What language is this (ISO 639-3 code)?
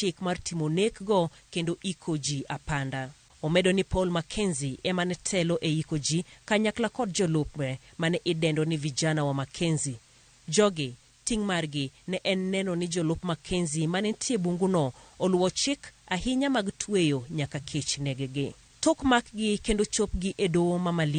luo